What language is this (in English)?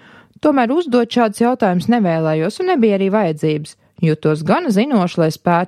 Latvian